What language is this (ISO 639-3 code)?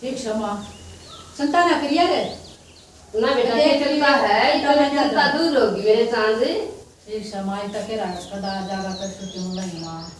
bgc